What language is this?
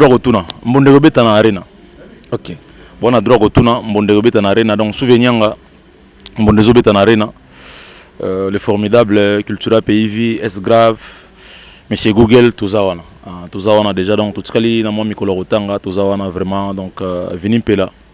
Lingala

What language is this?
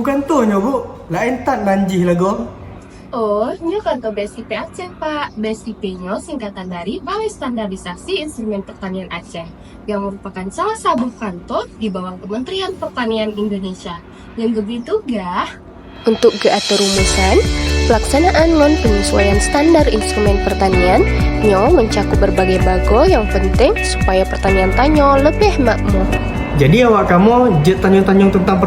Achinese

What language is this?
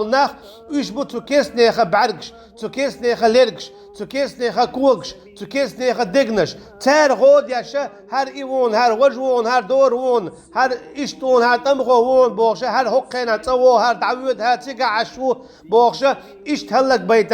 Chechen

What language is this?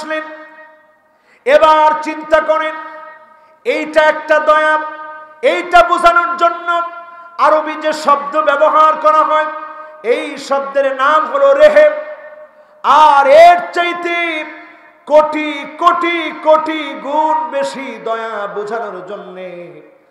Bangla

